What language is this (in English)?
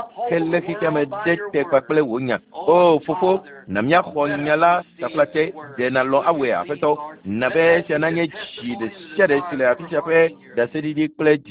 Ewe